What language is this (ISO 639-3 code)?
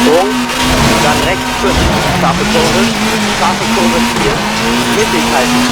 bar